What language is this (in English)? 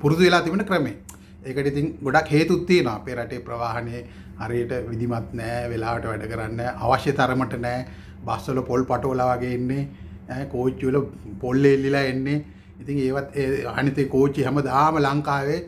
Sinhala